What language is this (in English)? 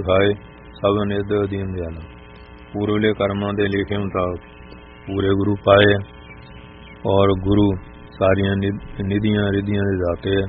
Punjabi